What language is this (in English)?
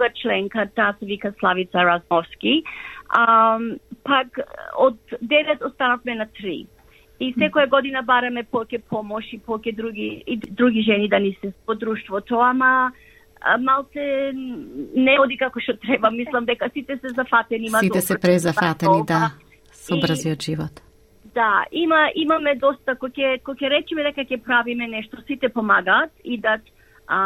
Macedonian